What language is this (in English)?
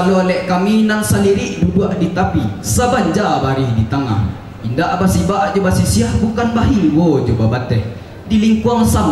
Minangkabau